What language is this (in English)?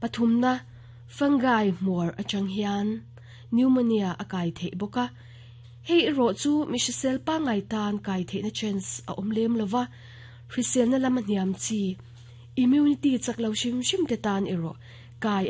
Mizo